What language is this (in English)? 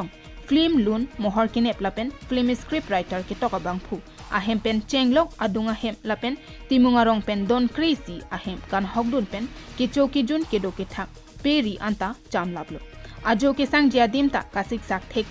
Karbi